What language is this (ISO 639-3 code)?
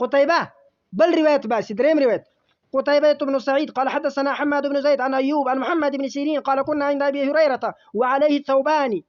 pus